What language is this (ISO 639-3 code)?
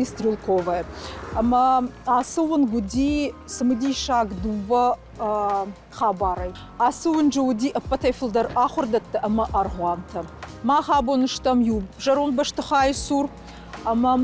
oss